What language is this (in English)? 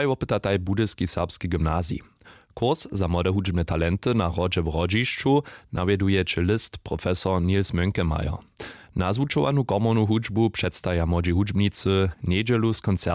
Upper Sorbian